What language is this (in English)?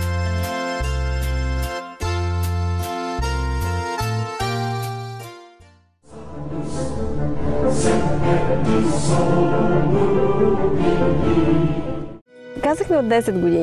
Bulgarian